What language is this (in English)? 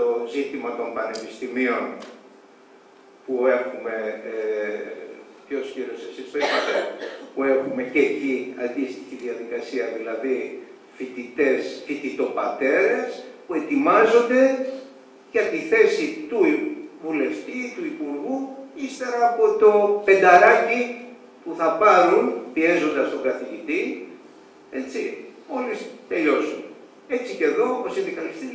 Greek